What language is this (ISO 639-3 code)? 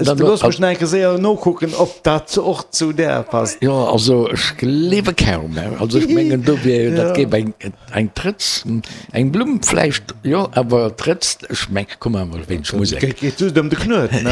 ltz